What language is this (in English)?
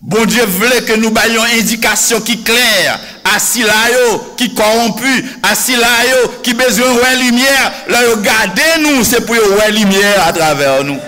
Haitian Creole